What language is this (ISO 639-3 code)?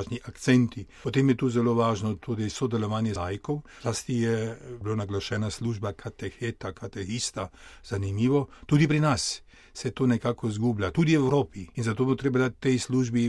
slv